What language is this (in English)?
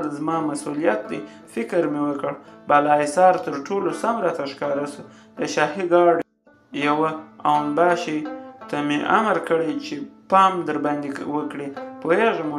Pashto